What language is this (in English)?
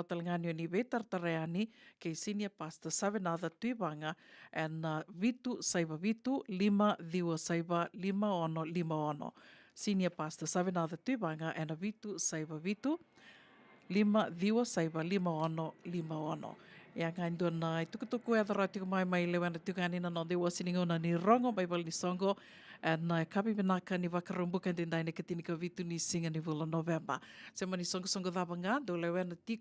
Fijian